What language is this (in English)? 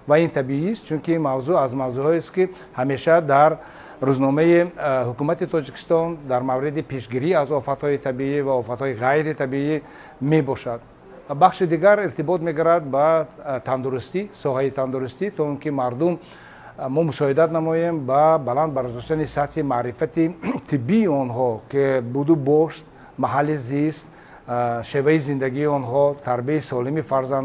Tajik